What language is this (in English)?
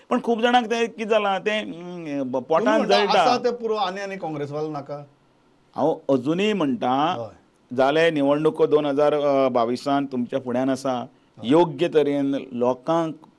Konkani